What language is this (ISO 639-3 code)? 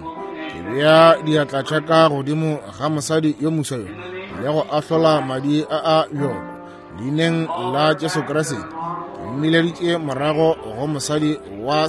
nso